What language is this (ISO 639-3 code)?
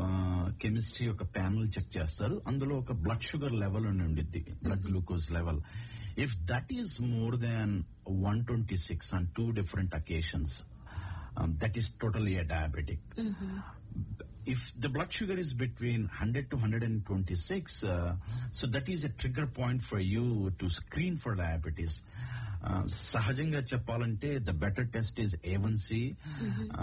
tel